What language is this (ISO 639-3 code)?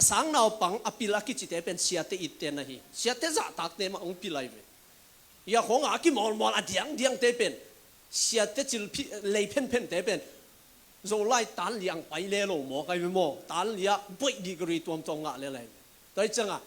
ctd